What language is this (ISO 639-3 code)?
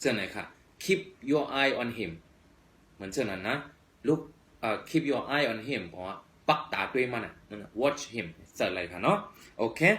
shn